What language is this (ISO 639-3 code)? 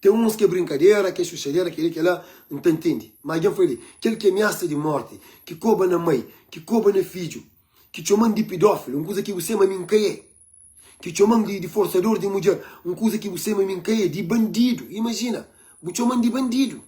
kea